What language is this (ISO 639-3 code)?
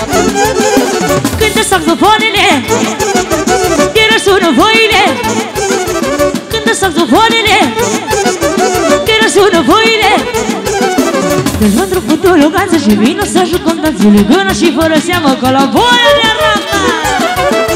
ron